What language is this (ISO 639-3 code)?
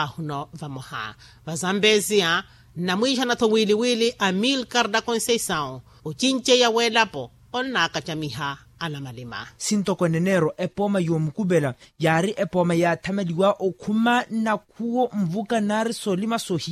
vmw